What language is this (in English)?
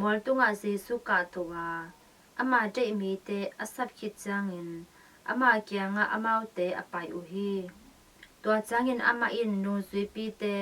Tedim Chin